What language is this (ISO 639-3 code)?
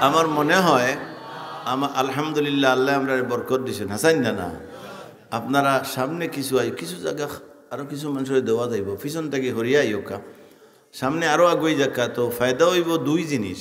syl